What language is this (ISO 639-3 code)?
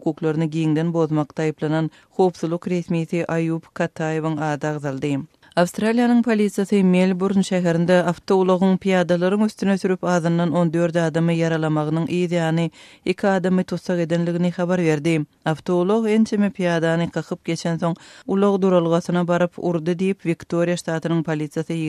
tuk